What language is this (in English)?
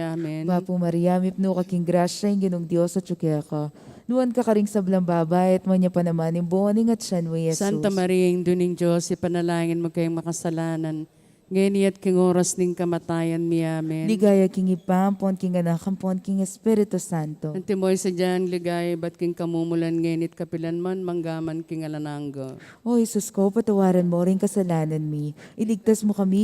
Pampanga